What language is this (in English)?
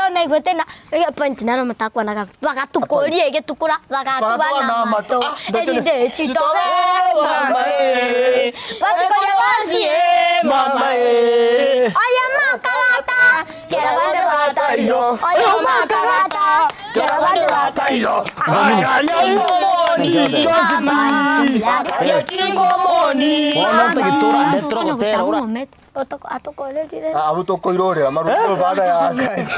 Gusii